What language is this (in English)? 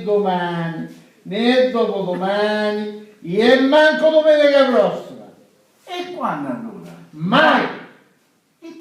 Sicilian